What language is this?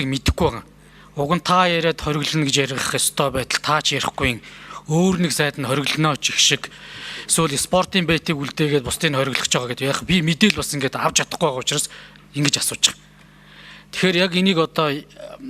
Mongolian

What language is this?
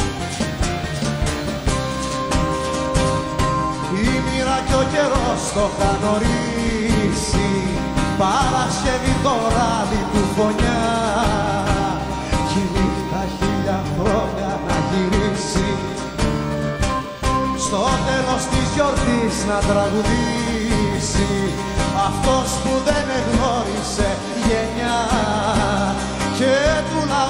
Greek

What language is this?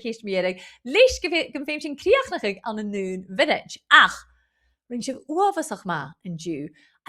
Scottish Gaelic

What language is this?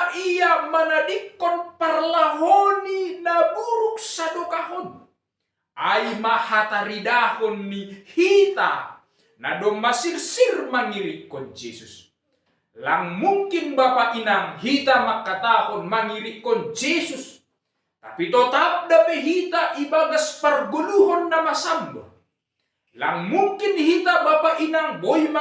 Batak Simalungun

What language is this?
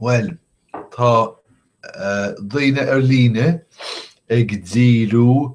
Irish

